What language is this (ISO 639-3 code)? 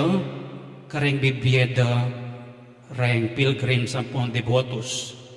pam